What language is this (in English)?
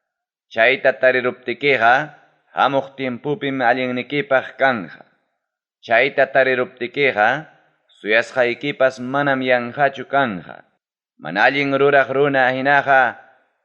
Ayacucho Quechua